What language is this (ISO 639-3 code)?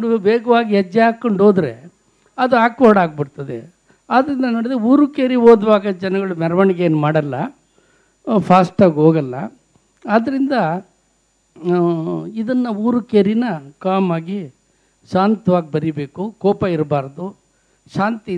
kan